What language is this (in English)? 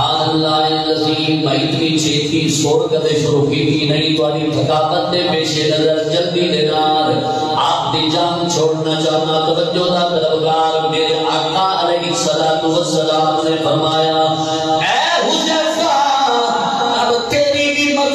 Saraiki